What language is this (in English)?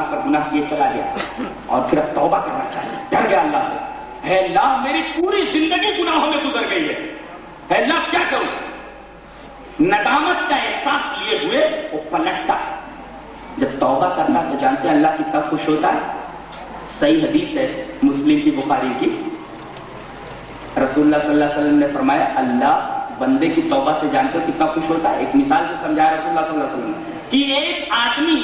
Urdu